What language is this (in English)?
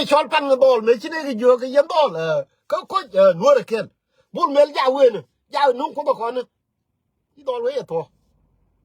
Nuer